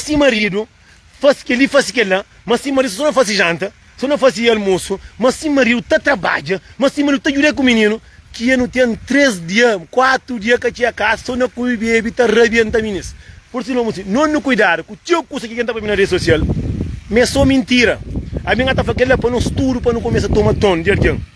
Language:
Kabuverdianu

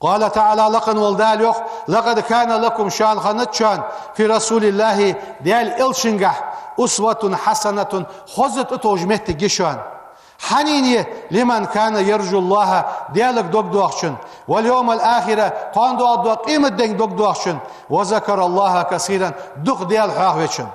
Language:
Ingush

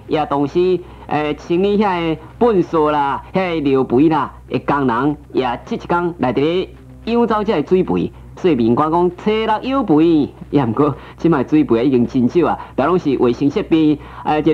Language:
Min Nan Chinese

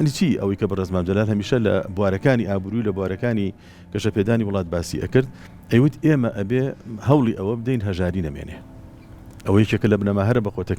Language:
Central Kurdish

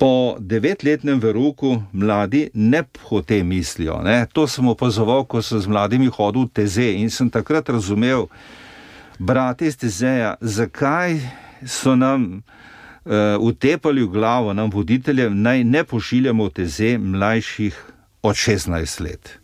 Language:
Slovenian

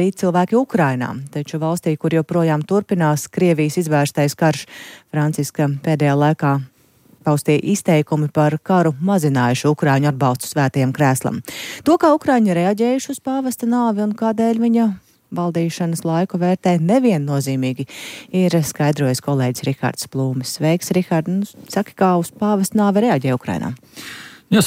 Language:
Latvian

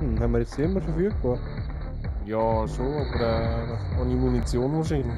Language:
Swiss German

